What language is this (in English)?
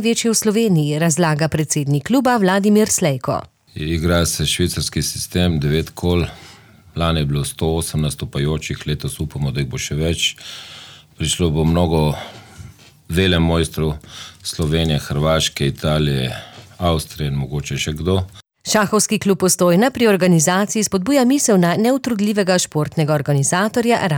Slovenian